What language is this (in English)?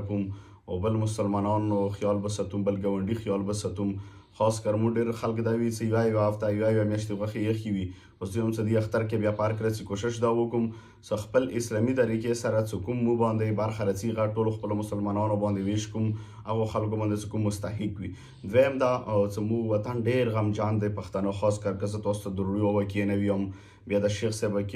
Pashto